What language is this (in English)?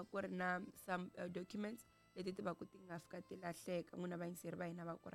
Tsonga